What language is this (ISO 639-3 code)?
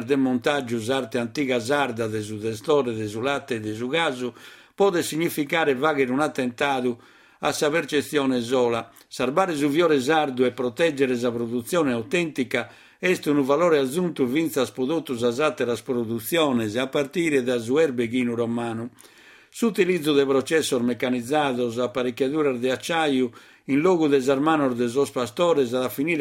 srd